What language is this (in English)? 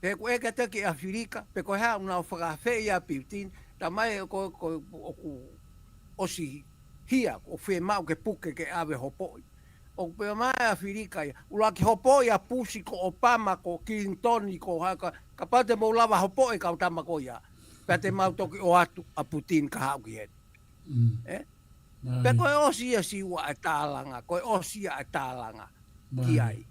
Tongan